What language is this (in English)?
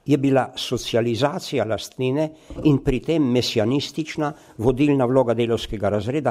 Slovenian